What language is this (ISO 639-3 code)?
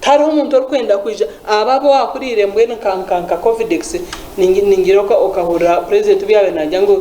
nyn